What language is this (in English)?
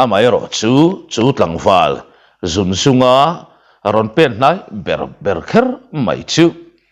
Mizo